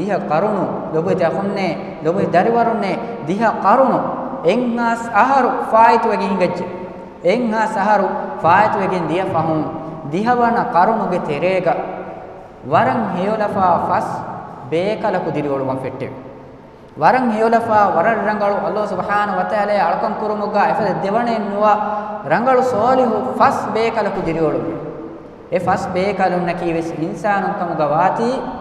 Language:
Divehi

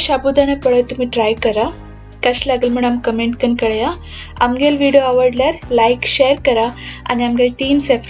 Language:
Konkani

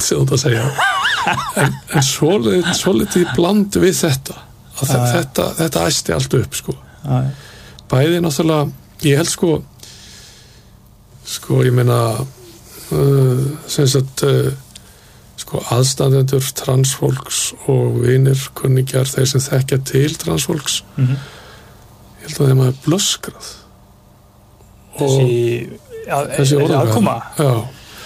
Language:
Icelandic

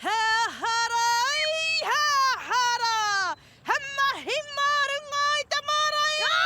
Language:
Māori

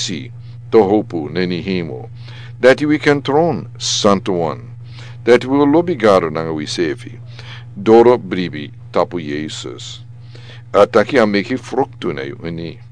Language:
Sranan Tongo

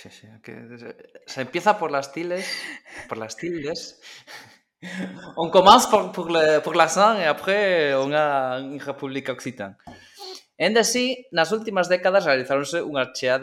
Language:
Galician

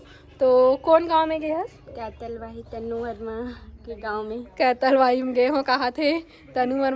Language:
Chhattisgarhi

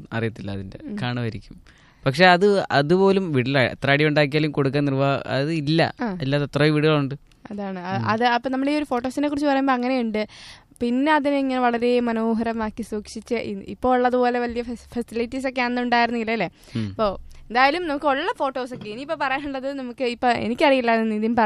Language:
Malayalam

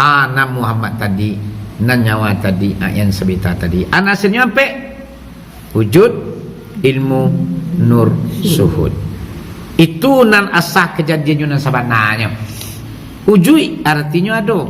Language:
Minangkabau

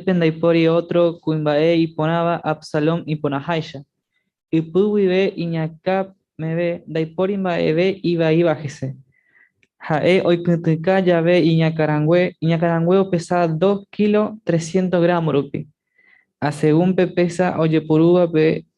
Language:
Guarani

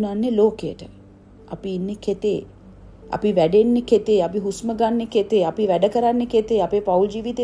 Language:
Sinhala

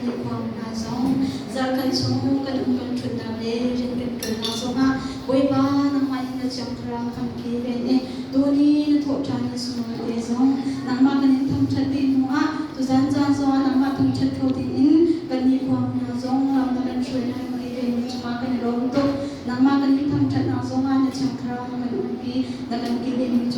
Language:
Hakha Chin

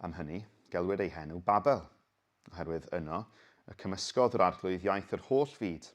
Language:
Welsh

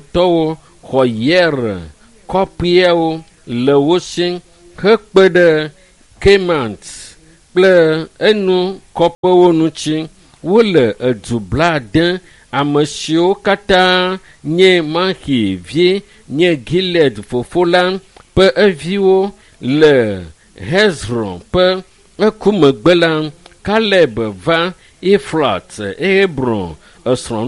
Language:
Ewe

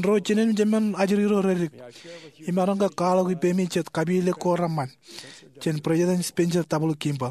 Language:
Marshallese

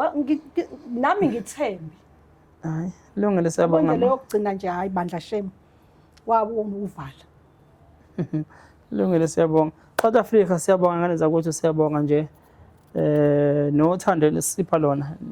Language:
Zulu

